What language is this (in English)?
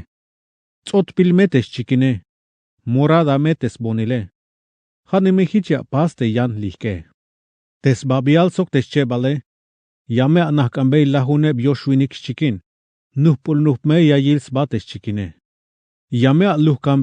Tzeltal